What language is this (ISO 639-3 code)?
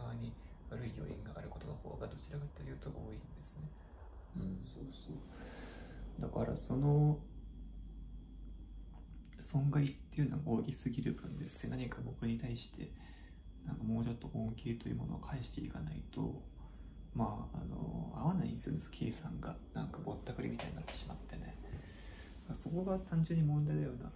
jpn